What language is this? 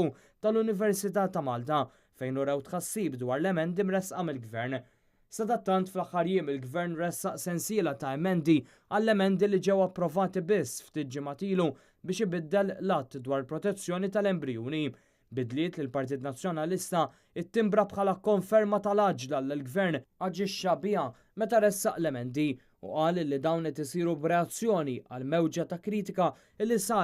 Maltese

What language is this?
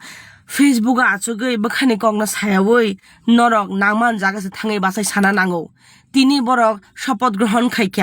Kok Borok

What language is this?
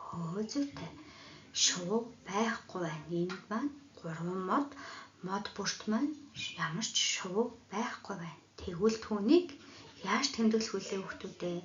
Mongolian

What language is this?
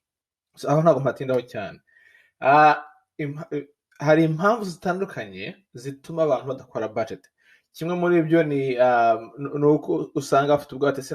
Kinyarwanda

